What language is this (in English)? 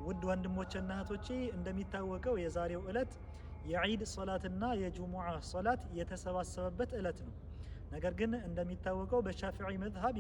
Amharic